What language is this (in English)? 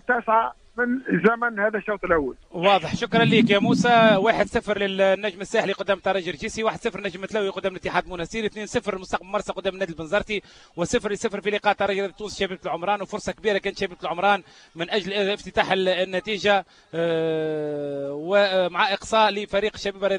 Tunisian Arabic